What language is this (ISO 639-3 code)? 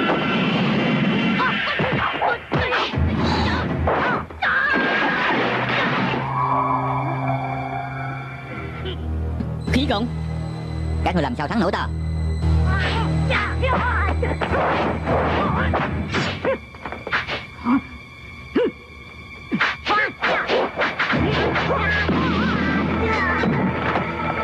vie